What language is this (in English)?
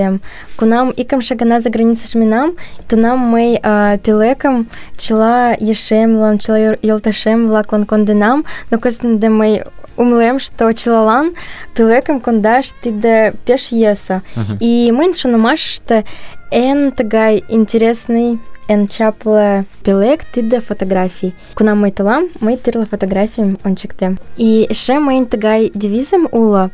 Mari